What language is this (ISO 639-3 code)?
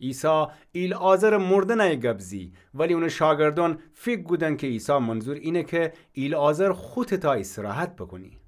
glk